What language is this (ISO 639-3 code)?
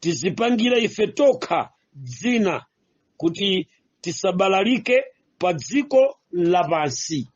nya